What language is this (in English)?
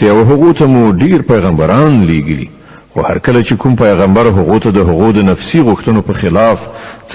Pashto